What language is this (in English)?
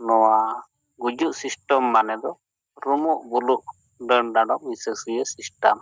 Santali